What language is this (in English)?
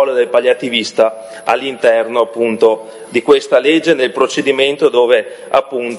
Italian